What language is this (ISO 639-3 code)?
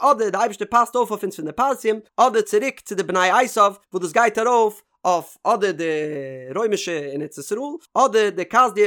yid